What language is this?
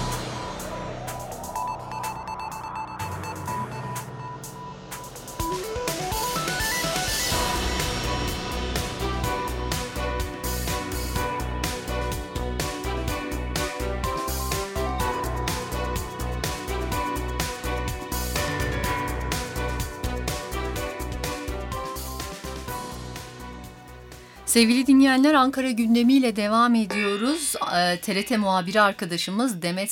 Turkish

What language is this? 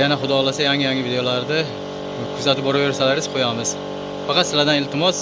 Uzbek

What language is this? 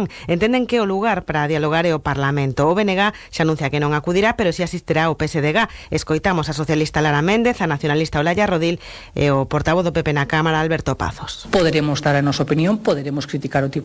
Galician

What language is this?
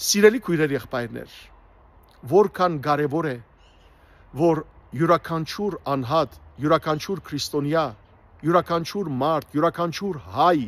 Western Armenian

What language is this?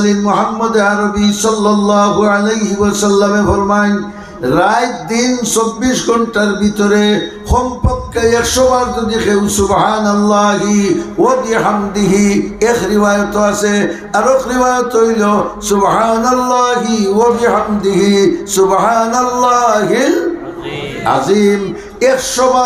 Sylheti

